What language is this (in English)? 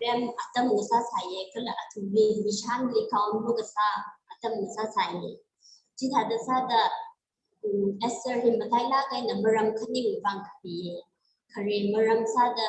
Tangkhul Naga (India)